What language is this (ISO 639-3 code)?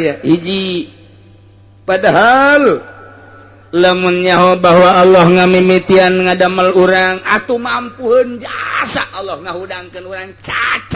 sun